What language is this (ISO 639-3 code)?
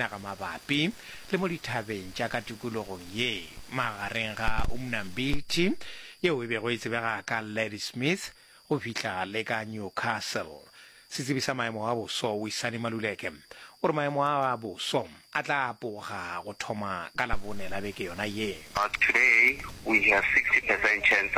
nso